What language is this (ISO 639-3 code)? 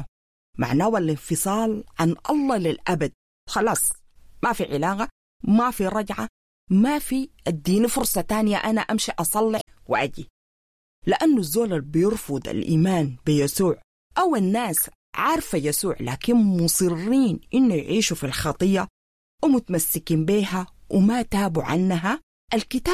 apd